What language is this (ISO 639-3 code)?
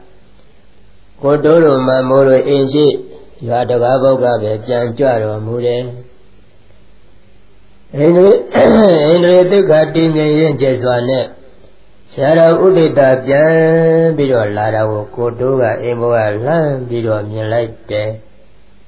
mya